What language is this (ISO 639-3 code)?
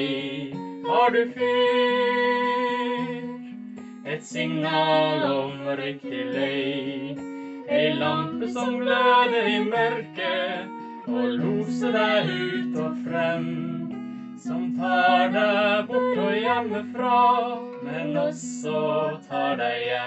nor